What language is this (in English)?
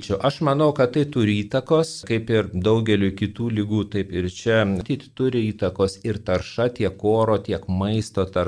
Lithuanian